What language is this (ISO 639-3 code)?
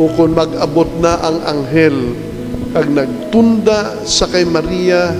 hil